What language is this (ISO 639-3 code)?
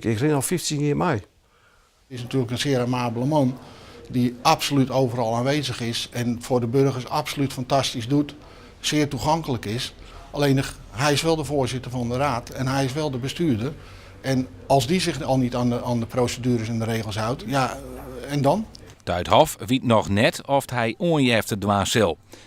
fry